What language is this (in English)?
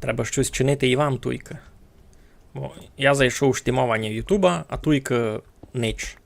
Rusyn